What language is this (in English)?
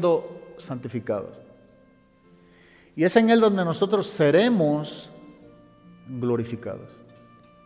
Spanish